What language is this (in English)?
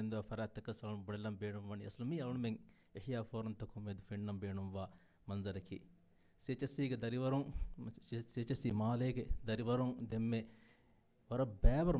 Divehi